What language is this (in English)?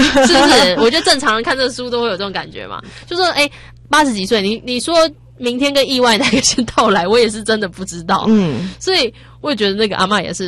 Chinese